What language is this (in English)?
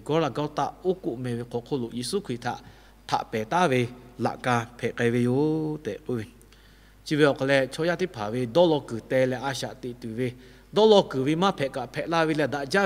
Lahu